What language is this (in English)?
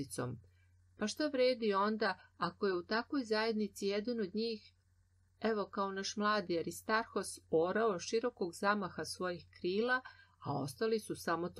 Serbian